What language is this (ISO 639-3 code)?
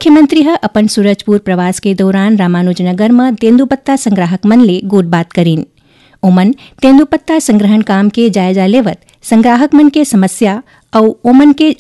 hne